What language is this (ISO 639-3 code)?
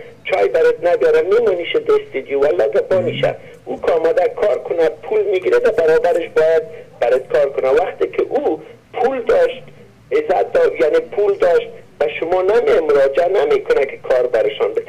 fas